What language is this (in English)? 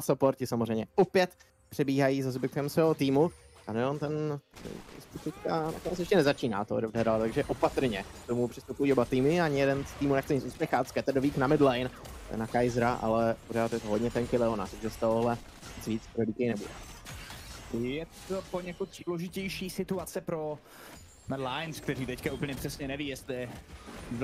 Czech